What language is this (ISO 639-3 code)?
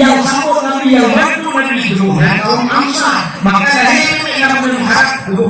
ace